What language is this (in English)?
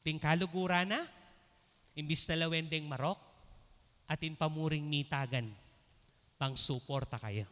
Pampanga